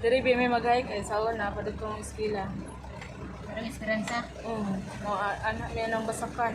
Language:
Cebuano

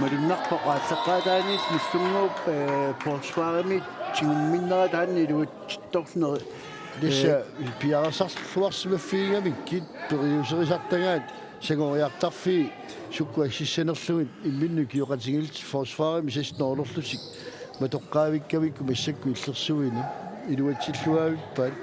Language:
Kalaallisut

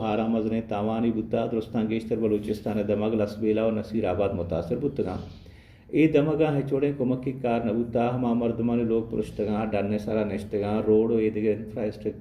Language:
Baluchi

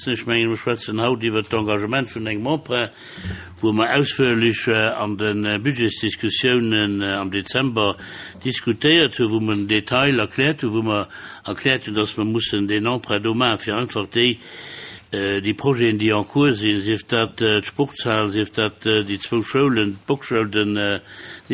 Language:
Luxembourgish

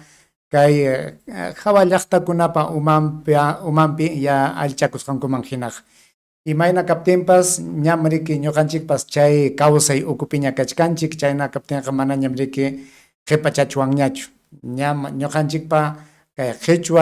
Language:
Ayacucho Quechua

